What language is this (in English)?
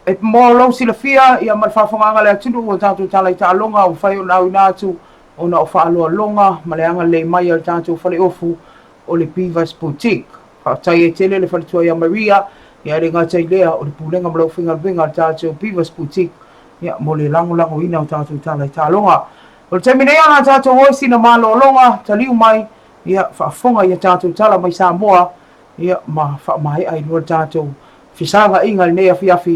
Samoan